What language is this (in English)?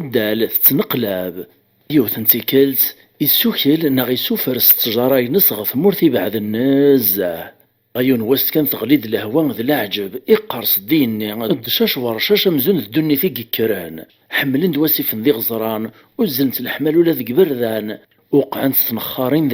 Kabyle